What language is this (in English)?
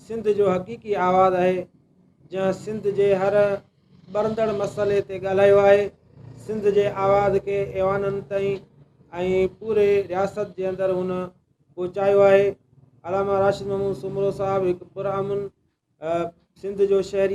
Sindhi